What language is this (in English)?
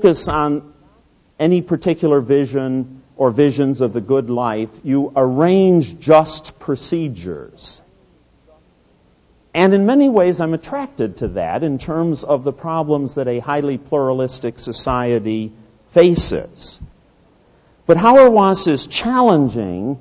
English